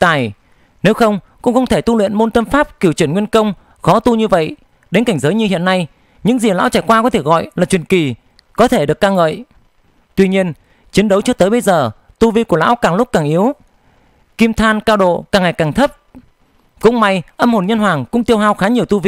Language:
Vietnamese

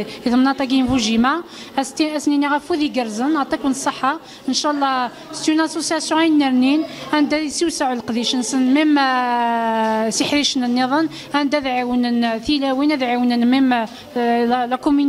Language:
Kabyle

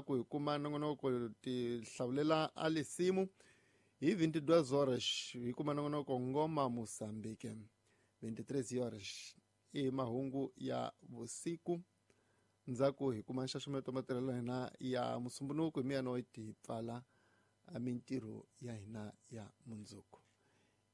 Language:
Tsonga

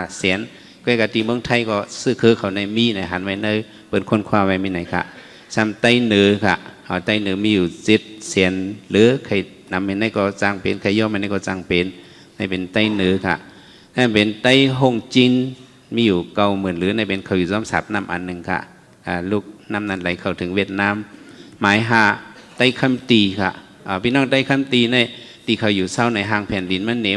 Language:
Shan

